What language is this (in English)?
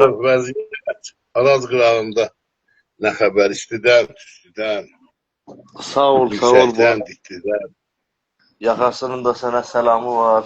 South Azerbaijani